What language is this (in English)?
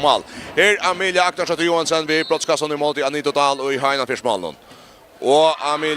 Faroese